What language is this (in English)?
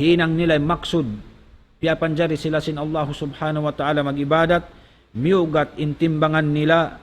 Tausug